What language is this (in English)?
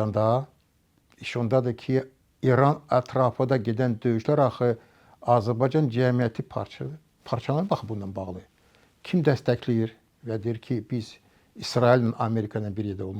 Azerbaijani